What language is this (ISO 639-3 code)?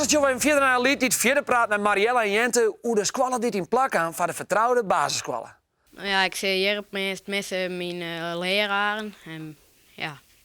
fry